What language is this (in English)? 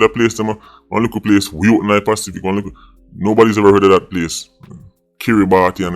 Jamaican Creole English